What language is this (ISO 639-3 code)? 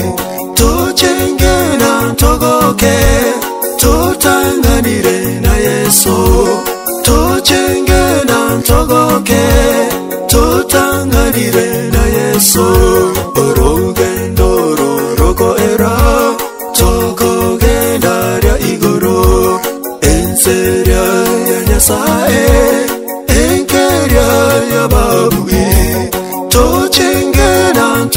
guz